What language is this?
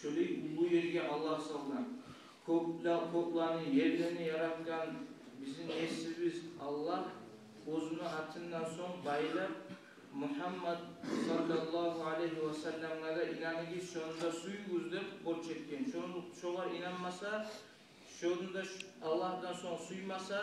Kumyk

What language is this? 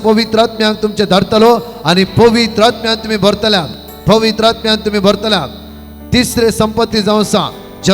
Konkani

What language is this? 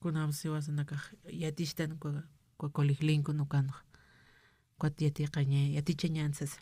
Aymara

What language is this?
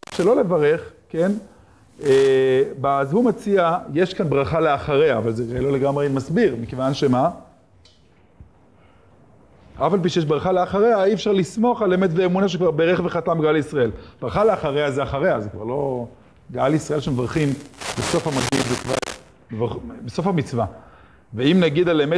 Hebrew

